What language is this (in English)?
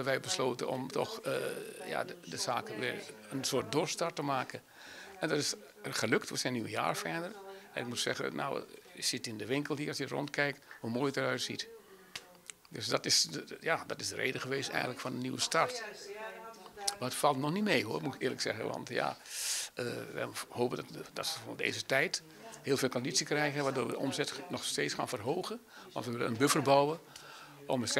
Dutch